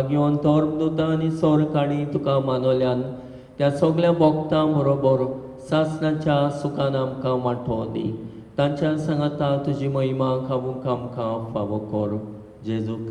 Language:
Konkani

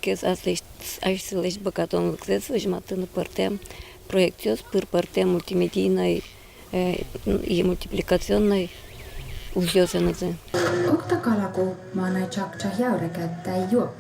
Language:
Udmurt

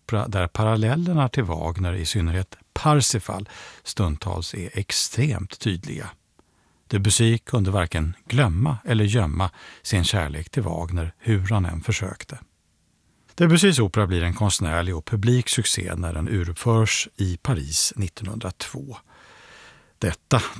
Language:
Swedish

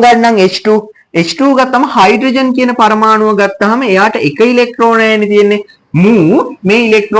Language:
Sinhala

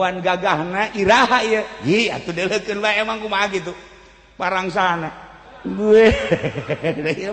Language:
Sundanese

